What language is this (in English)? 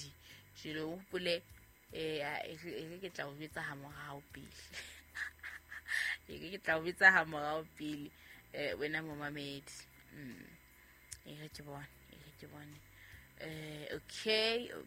Southern Sotho